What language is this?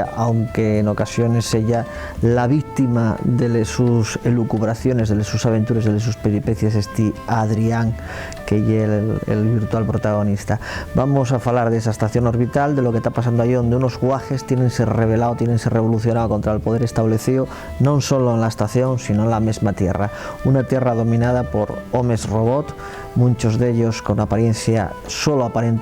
Asturian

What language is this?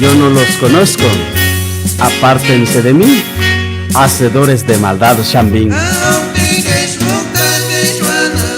Chuj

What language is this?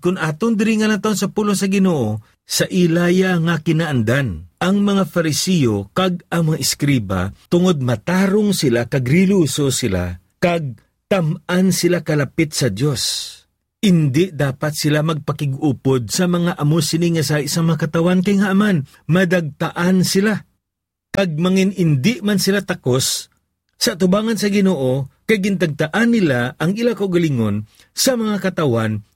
Hiligaynon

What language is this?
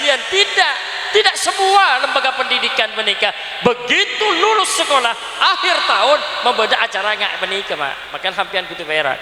Madurese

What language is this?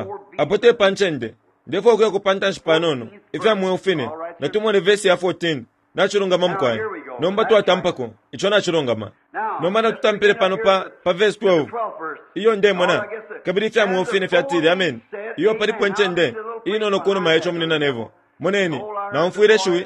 Bemba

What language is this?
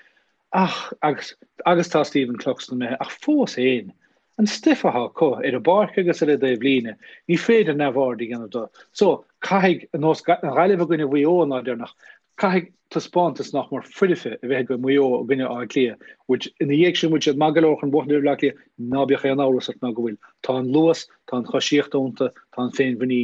Irish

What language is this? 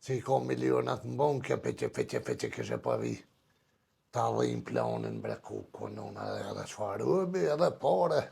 Albanian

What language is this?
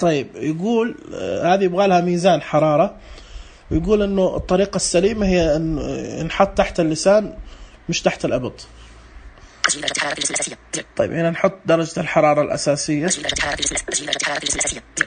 Najdi Arabic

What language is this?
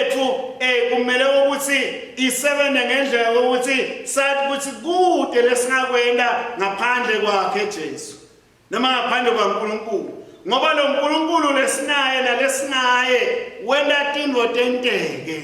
Swati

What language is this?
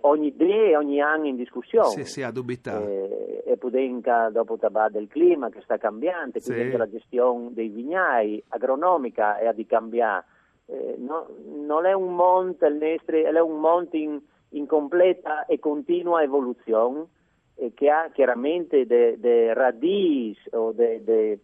Friulian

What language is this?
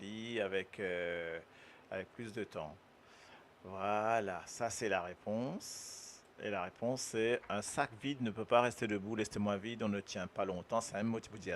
Morisyen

